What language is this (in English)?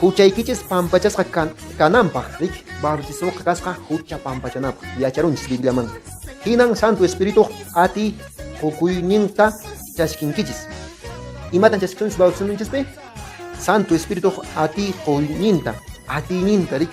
Quechua